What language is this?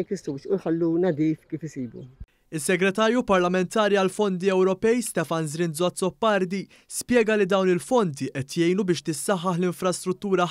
Maltese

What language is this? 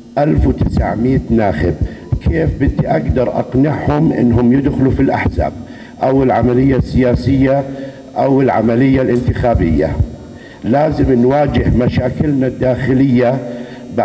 North Levantine Arabic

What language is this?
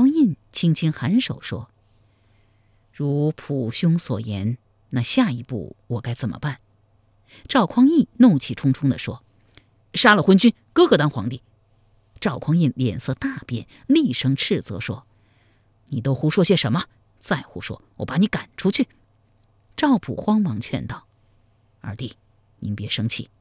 Chinese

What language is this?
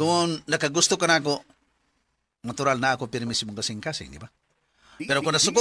Cebuano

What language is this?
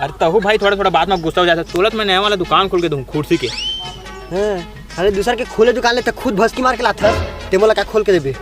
Chhattisgarhi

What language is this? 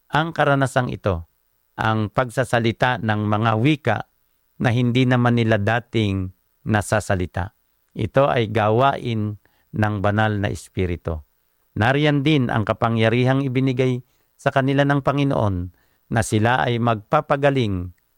Filipino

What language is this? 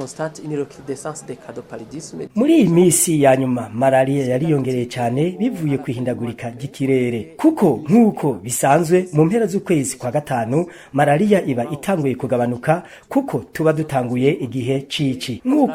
Rundi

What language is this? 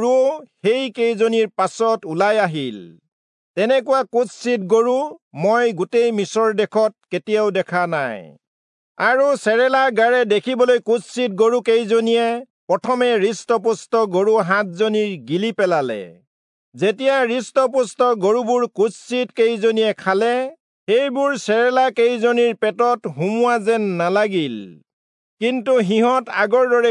Assamese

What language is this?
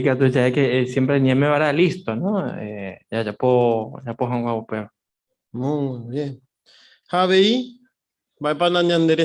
Guarani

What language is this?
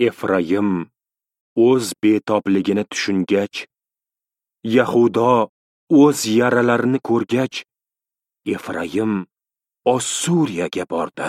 Uzbek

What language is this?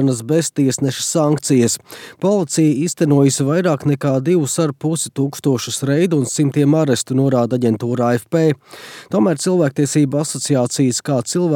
Latvian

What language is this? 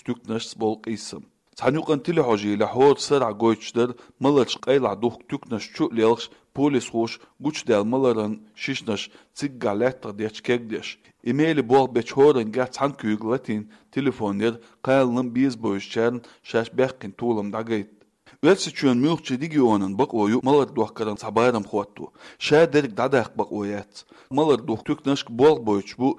Chechen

